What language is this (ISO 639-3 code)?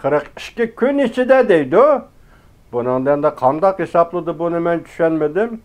uig